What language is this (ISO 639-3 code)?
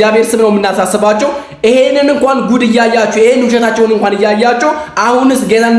amh